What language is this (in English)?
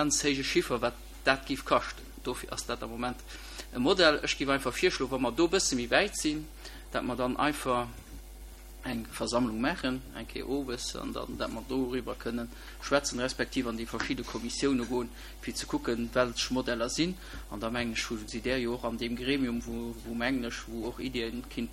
Luxembourgish